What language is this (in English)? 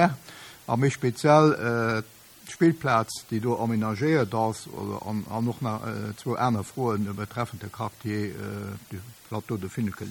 Luxembourgish